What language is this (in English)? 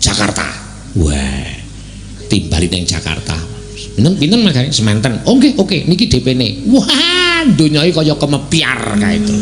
Javanese